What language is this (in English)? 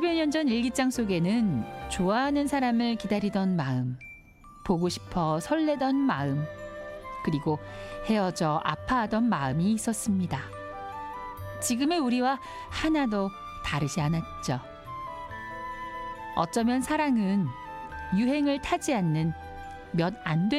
Korean